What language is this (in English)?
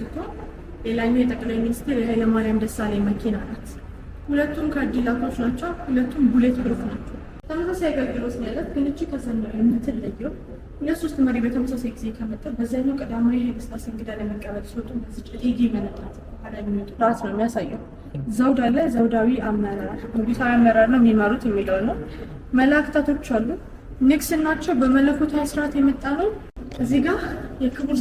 Amharic